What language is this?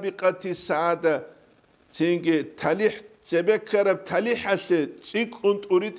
Avaric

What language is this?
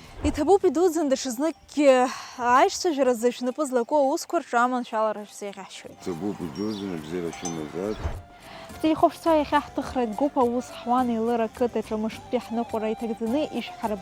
Abkhazian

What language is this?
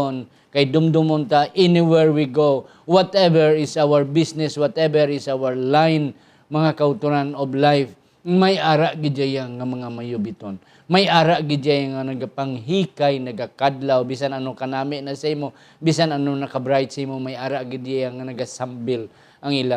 Hiligaynon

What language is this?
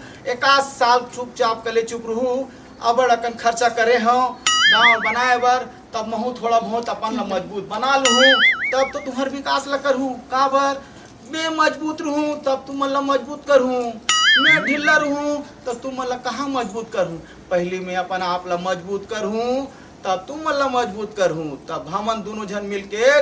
Chhattisgarhi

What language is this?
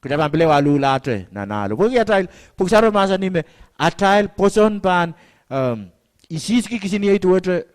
Pohnpeian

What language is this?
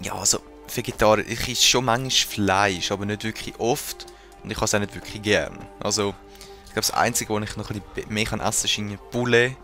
Swiss German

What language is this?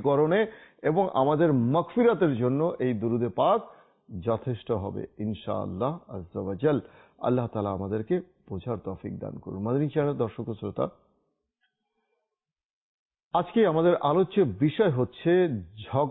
Bangla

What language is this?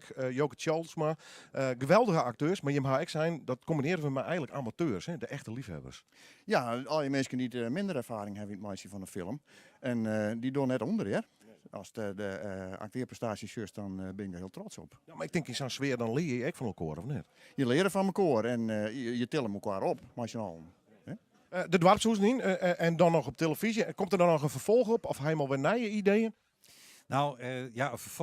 Western Frisian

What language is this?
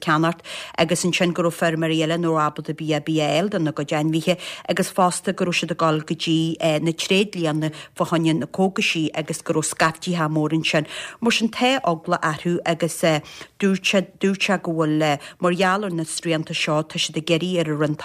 Irish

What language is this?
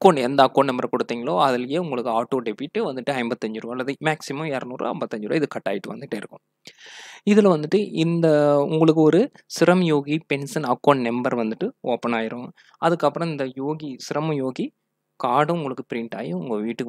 Tamil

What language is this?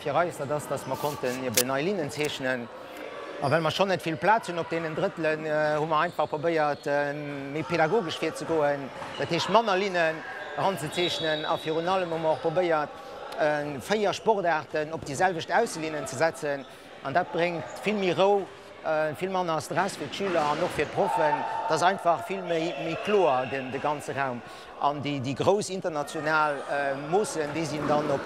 Luxembourgish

